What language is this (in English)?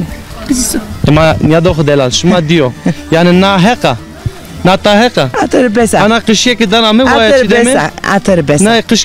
Zaza